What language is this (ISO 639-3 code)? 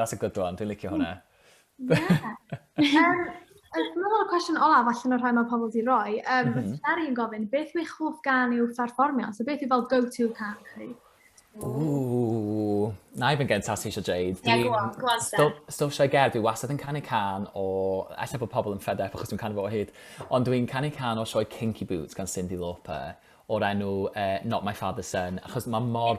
cym